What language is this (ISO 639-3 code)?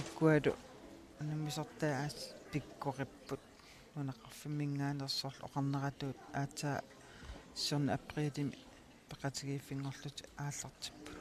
kal